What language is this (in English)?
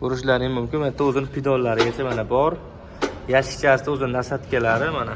Uzbek